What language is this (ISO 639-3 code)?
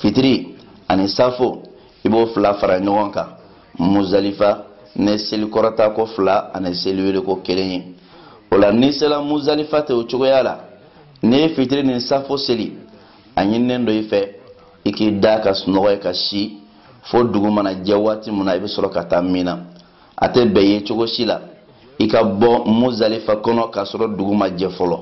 bam